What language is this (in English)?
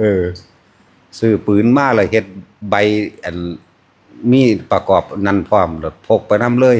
Northeastern Thai